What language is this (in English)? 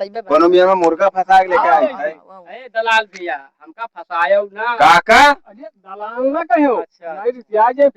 Awadhi